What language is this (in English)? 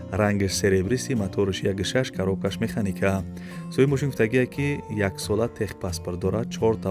Tajik